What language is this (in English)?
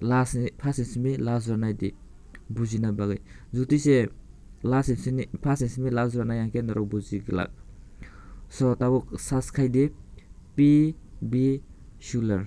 Kok Borok